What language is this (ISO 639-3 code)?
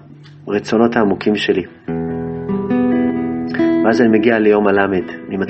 heb